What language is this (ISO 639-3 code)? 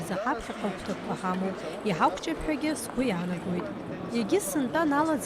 abk